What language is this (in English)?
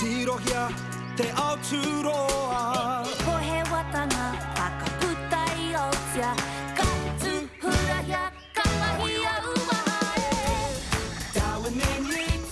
Māori